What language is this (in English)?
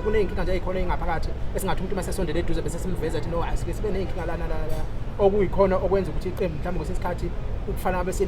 Zulu